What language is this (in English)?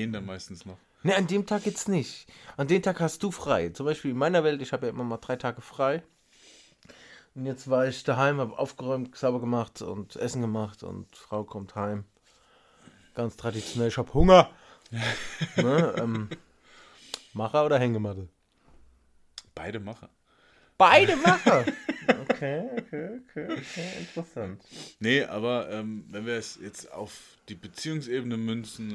German